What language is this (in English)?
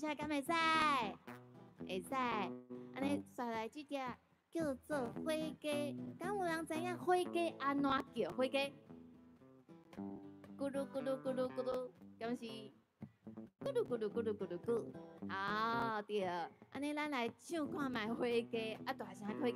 Min Nan Chinese